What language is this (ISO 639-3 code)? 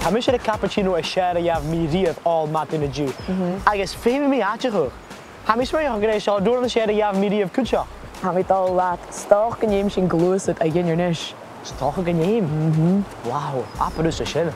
gla